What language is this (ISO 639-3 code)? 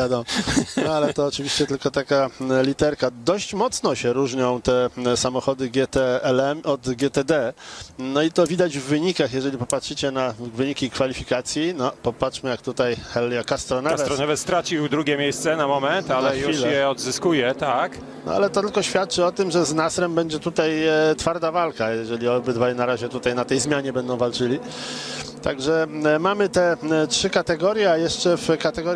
pol